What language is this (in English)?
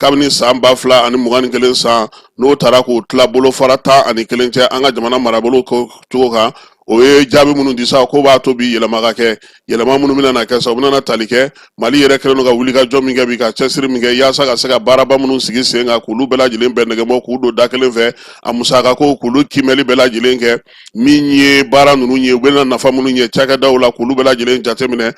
Bambara